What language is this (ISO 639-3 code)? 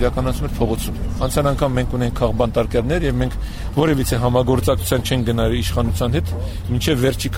hye